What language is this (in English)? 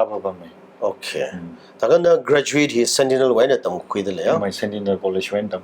Tangkhul Naga (India)